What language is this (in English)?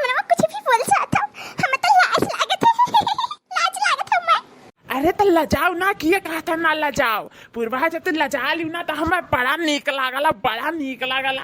Awadhi